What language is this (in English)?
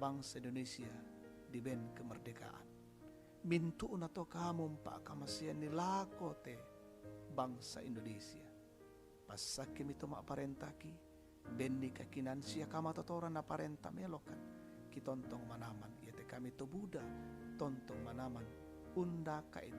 Toraja-Sa'dan